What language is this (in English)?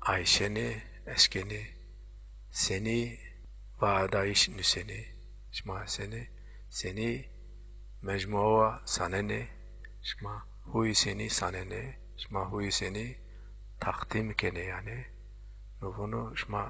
Zaza